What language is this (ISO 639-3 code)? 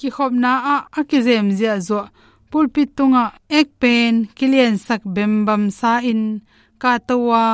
ctd